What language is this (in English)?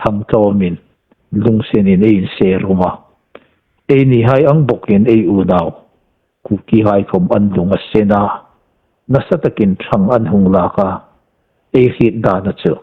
Hmar